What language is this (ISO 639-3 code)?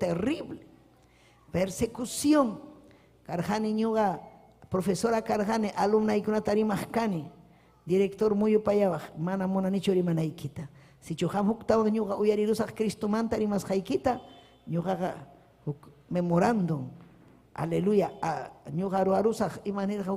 quy